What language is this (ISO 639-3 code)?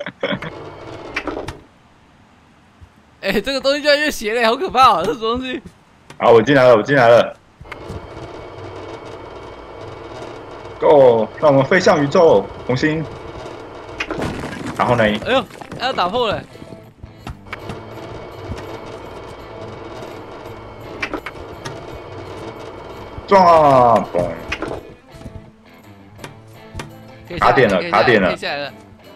zho